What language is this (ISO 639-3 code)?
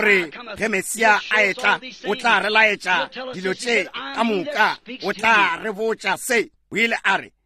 nso